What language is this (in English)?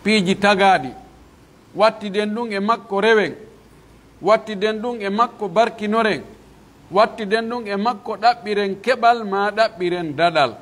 Pular